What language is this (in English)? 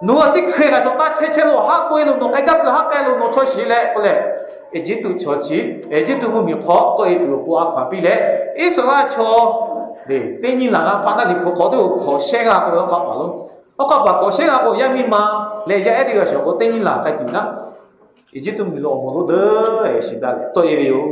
Lahu